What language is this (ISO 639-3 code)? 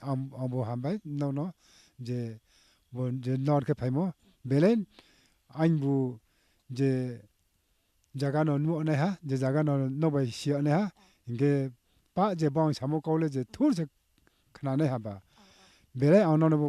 trp